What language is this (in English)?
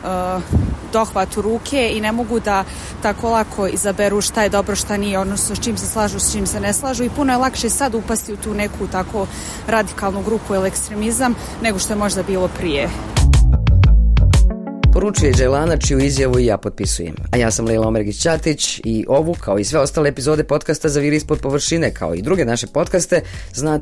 Bosnian